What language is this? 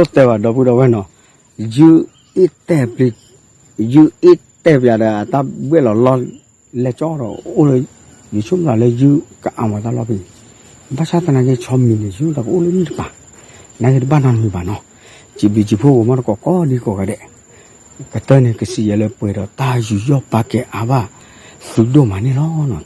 S'gaw Karen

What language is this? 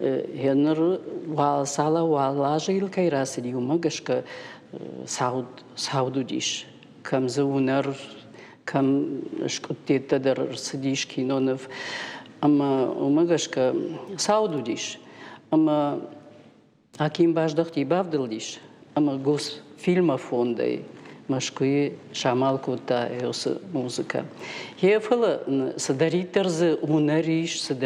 Ossetic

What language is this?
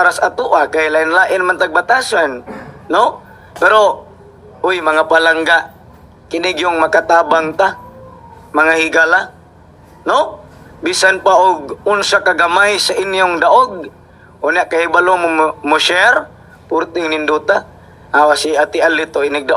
Cebuano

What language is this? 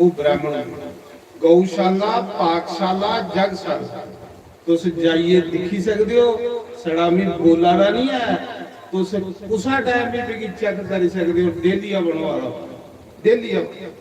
Dogri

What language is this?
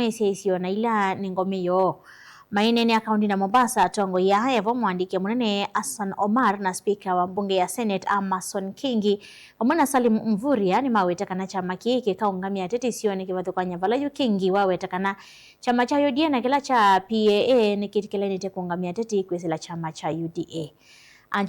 Kamba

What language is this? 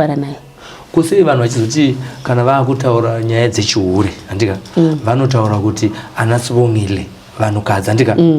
Shona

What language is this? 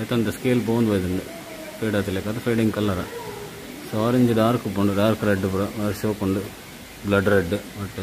Tulu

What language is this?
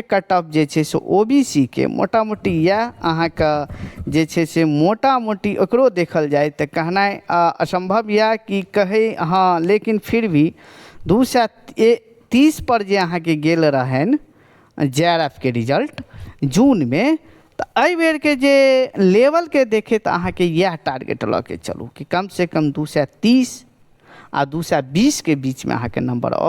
Maithili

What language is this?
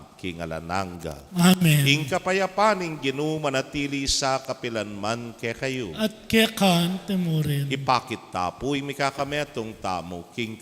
Pampanga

